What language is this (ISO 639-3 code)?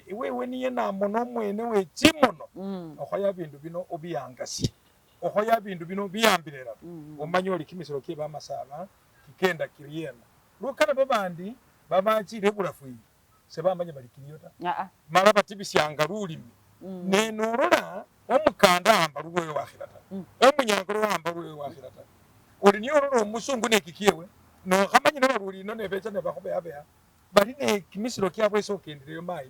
myx